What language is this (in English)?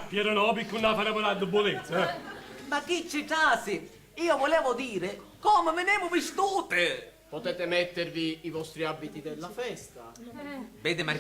Sicilian